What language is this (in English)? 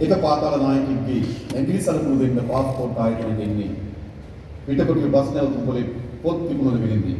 Sinhala